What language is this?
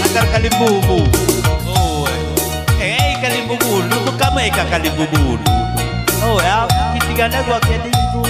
Batak Karo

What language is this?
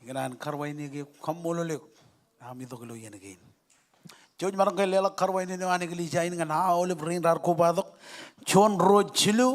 Marshallese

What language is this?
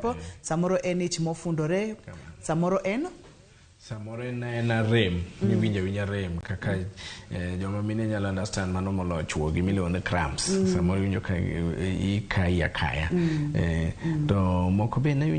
Luo (Kenya and Tanzania)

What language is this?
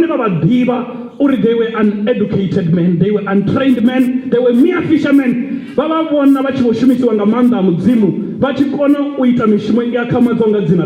Venda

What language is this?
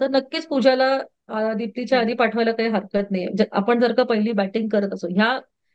Marathi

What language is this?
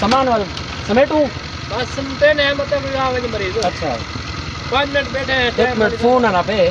Saraiki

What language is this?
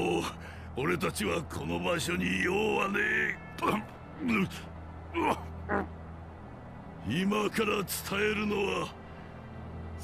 Japanese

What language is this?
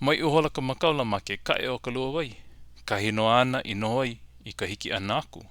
Hawaiian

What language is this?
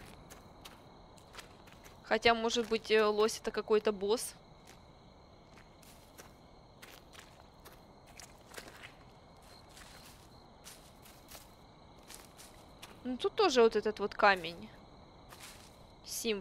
Russian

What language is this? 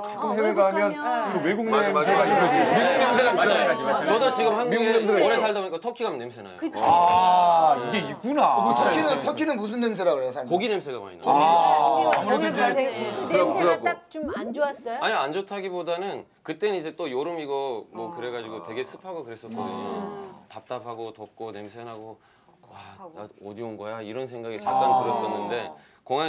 Korean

